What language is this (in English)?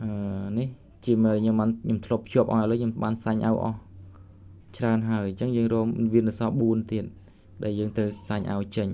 Khmer